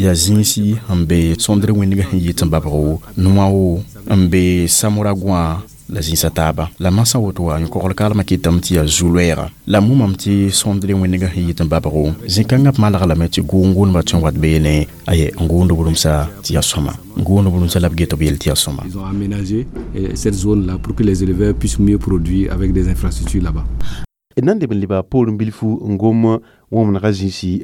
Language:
Mossi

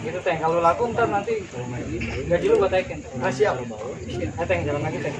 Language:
Betawi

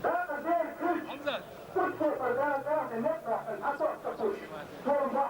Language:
Chechen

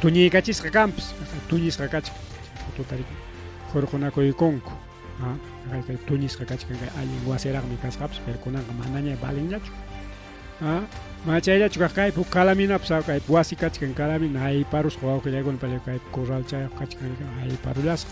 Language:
Ayacucho Quechua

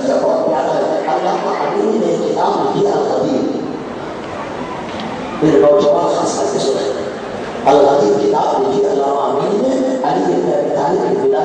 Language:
Urdu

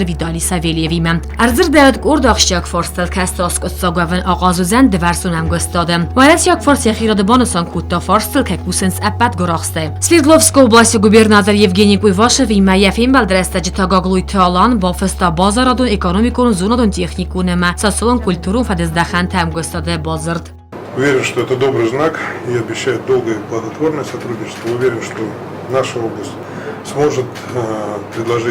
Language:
Ossetic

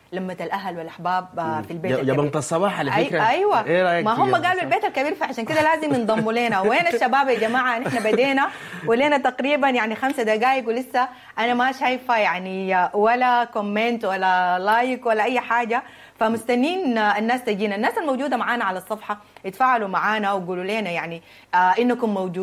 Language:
Sudanese Arabic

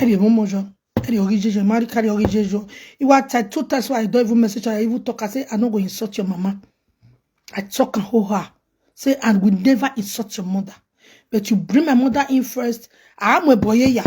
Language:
Nigerian Pidgin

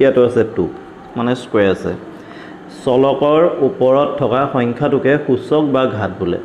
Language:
Assamese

